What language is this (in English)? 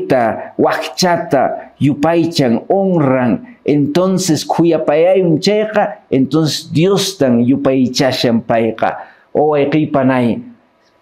Quechua